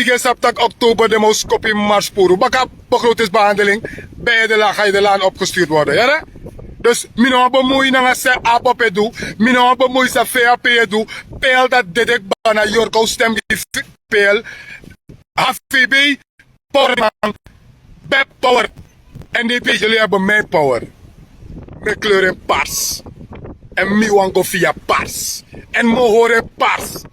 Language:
Sranan Tongo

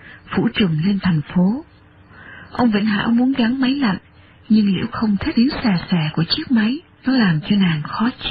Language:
Vietnamese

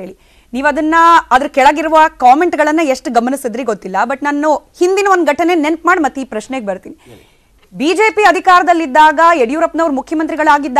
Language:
Kannada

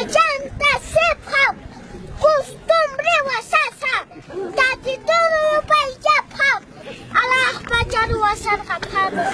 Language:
Aymara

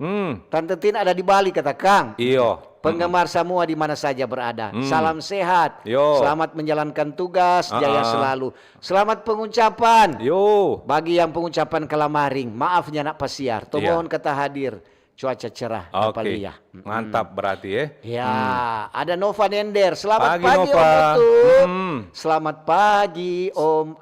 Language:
Manado Malay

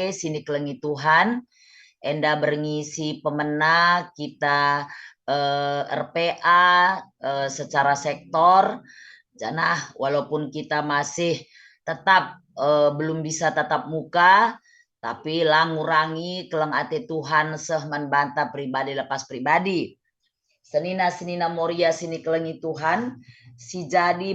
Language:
Batak Karo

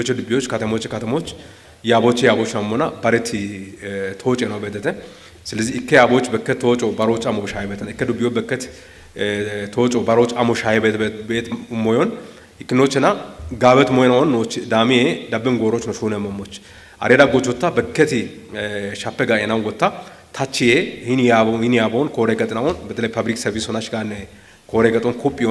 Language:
Kafa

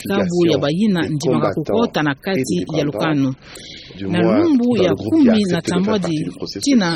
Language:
Kituba (Democratic Republic of Congo)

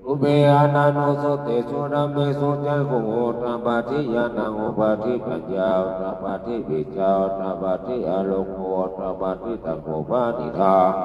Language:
Pali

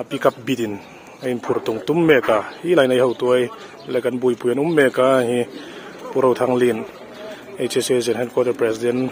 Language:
Hmar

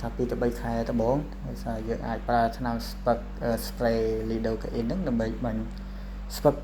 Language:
Khmer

